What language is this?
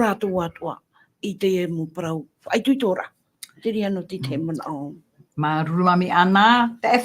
Tahitian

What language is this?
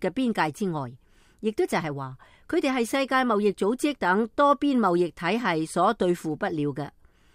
Cantonese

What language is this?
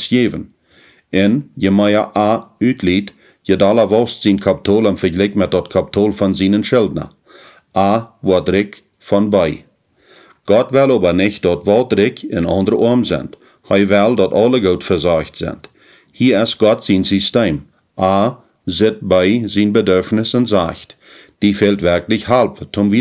Plautdietsch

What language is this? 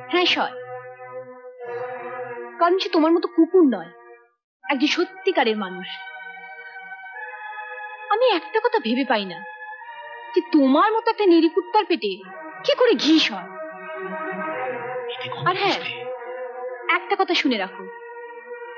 Bangla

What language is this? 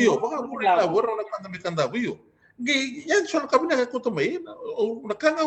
Fijian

